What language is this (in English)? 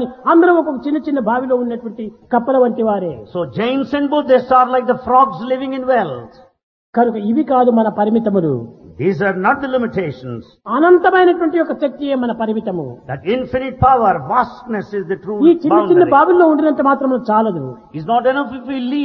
Telugu